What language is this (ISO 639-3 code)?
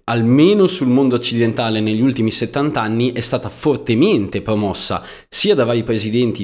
ita